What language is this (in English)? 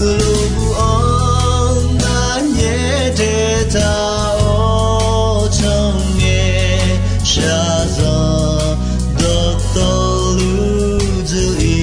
Akha